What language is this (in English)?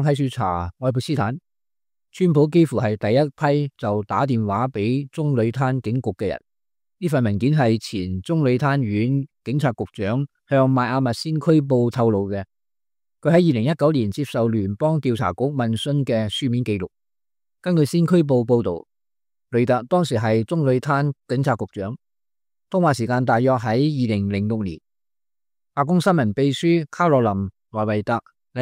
Cantonese